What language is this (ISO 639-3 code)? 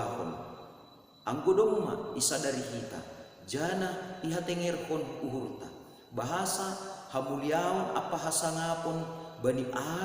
bts